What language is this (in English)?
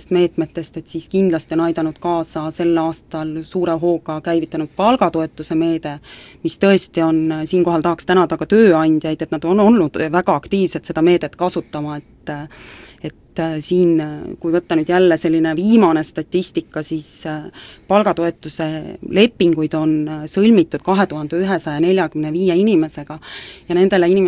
Estonian